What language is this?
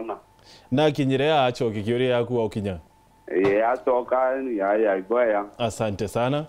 Meru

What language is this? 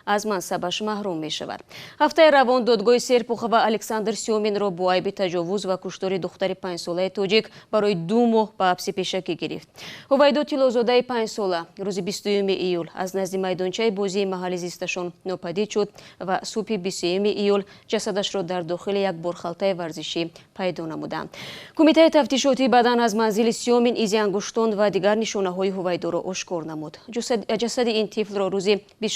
Tajik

